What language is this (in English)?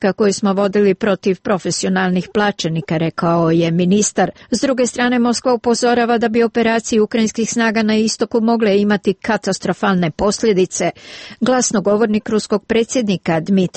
Serbian